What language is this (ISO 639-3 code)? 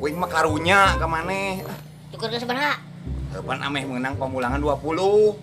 sun